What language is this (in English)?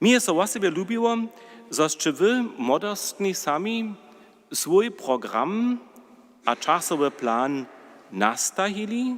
Upper Sorbian